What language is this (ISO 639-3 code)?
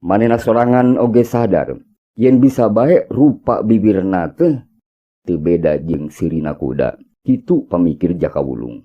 sun